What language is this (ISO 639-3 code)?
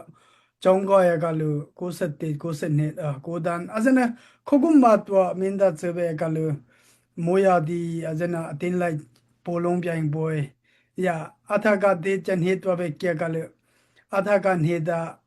dao